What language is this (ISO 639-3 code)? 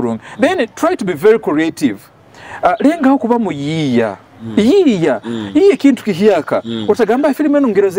nyo